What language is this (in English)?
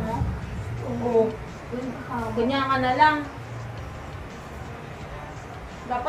Filipino